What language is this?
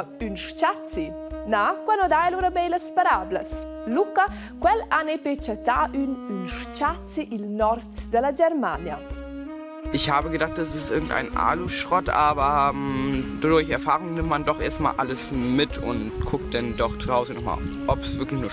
Romansh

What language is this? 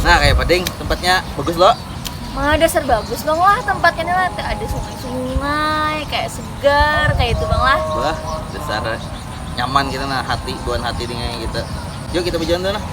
Banjar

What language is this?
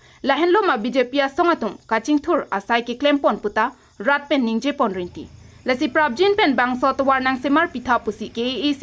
Karbi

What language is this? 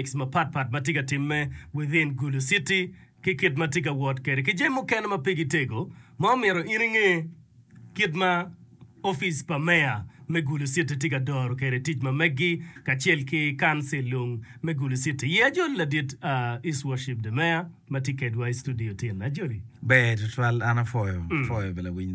Acoli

